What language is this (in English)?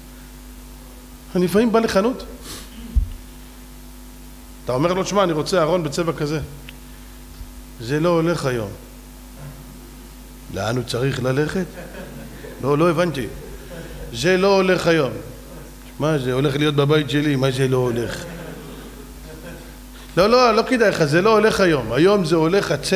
Hebrew